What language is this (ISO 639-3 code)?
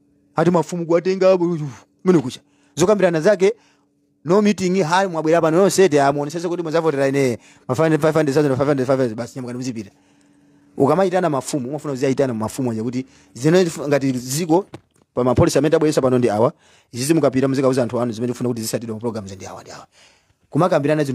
nya